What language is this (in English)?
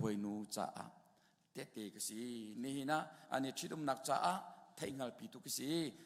Hakha Chin